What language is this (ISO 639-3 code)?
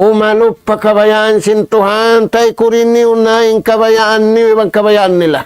tsg